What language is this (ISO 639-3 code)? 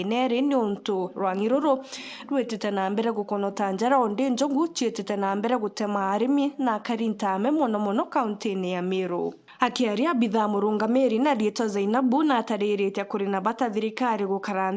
mer